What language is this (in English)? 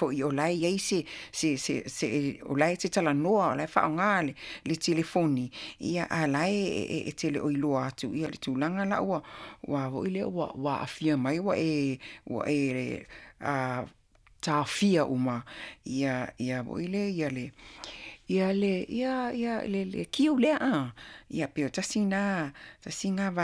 Samoan